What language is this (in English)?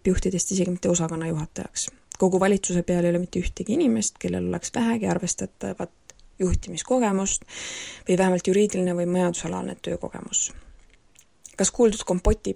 Estonian